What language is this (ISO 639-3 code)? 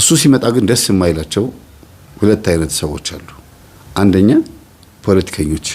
amh